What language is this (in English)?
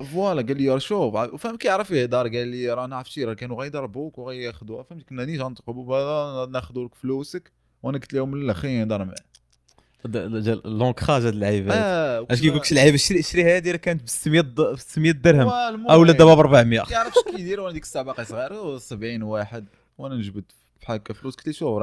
Moroccan Arabic